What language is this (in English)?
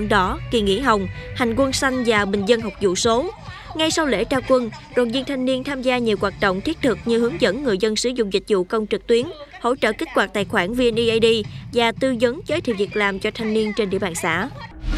Vietnamese